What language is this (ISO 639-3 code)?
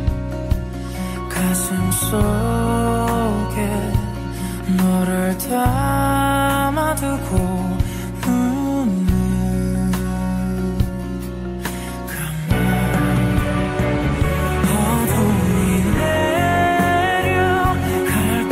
kor